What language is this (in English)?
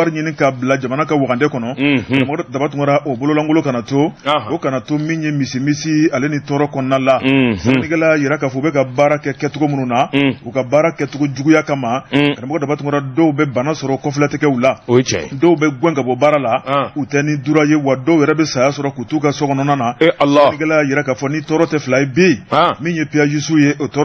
Bambara